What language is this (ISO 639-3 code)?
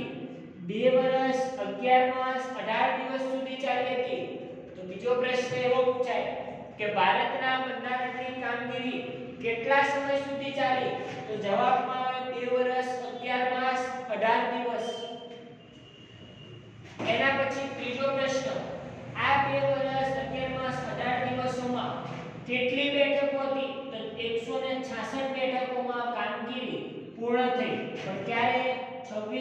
guj